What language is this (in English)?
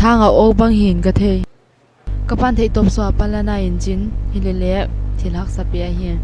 Paite Chin